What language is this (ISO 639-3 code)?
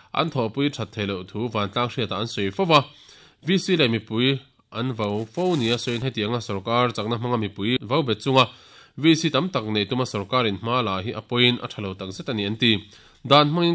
lus